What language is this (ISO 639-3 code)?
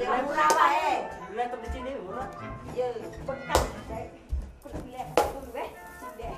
mui